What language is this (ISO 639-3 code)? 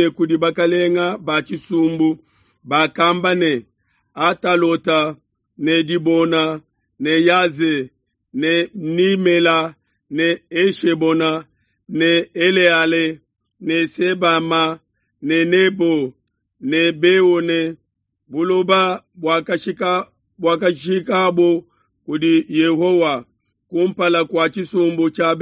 lua